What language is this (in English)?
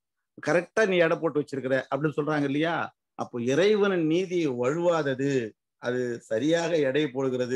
Tamil